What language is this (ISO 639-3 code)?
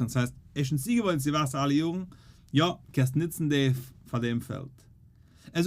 yid